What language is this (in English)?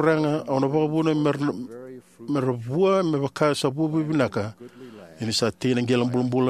Fijian